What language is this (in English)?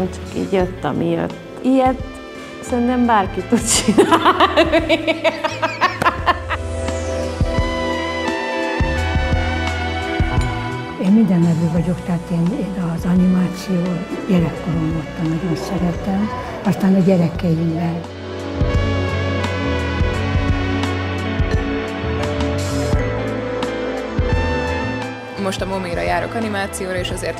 Hungarian